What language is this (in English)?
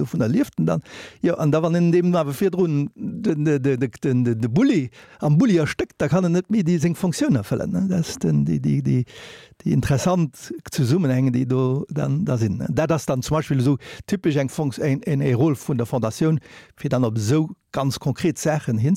Luxembourgish